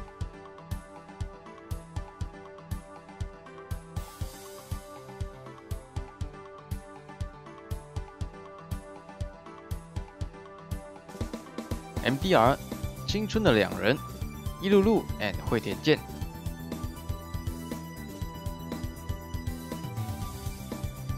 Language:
Chinese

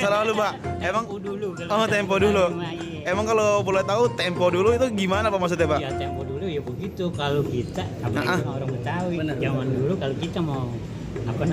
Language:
Betawi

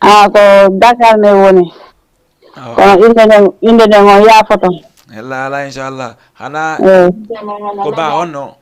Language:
Fula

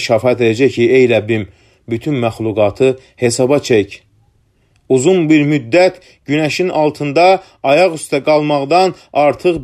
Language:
Azerbaijani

